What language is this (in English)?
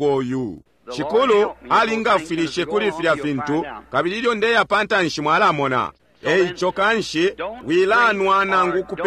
Bemba